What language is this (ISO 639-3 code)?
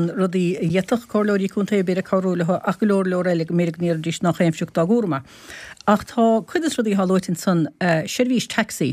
gle